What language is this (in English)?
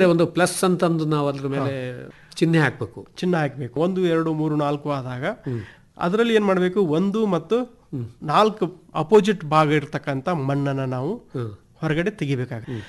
Kannada